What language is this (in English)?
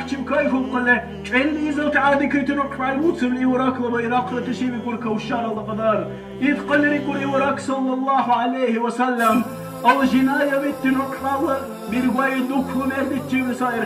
Dargwa